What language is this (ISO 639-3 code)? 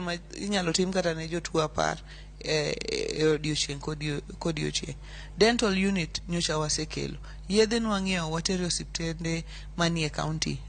luo